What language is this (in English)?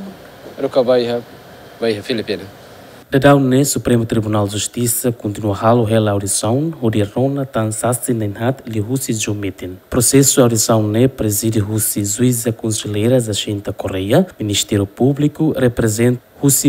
Tetum